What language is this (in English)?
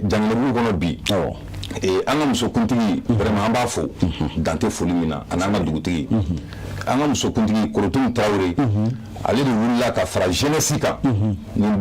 Bambara